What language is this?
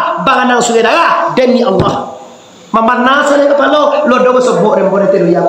Minangkabau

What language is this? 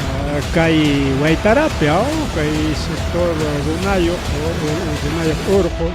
Ayacucho Quechua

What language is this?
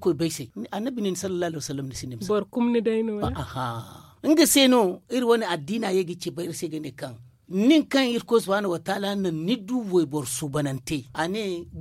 Zarma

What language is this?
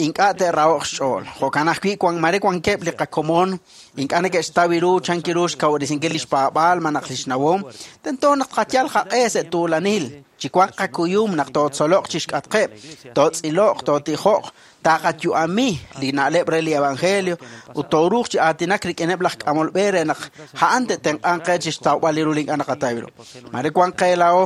Kekchí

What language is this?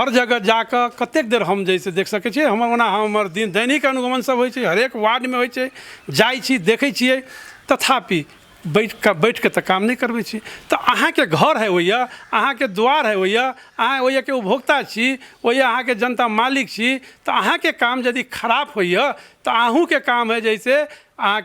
Maithili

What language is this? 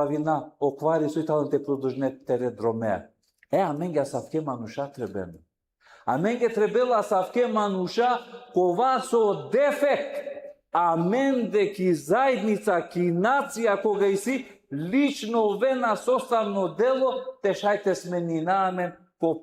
Balkan Romani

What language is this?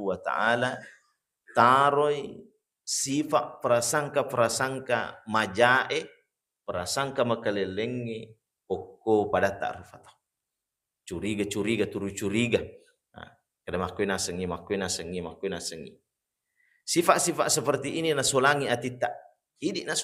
Buginese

